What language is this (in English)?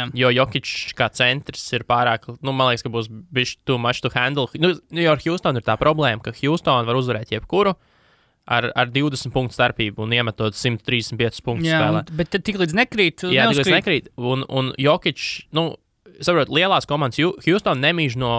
Latvian